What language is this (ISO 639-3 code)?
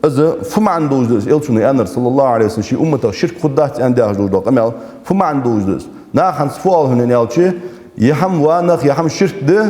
inh